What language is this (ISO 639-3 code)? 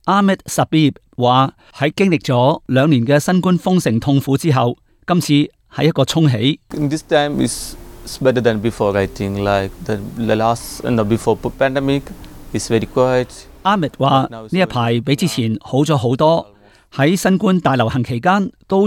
yue